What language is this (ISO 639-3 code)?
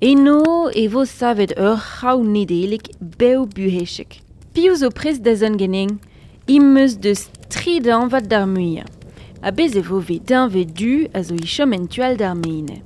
bre